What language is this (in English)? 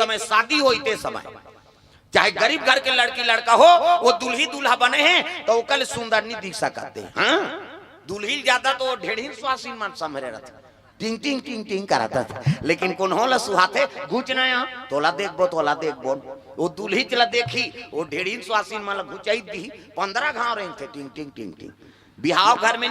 Chhattisgarhi